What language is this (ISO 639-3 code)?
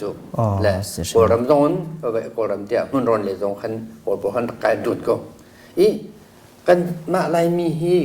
cnh